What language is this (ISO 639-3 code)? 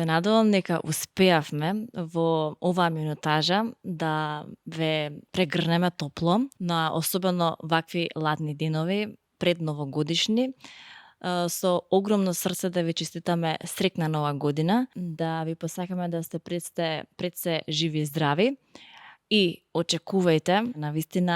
mkd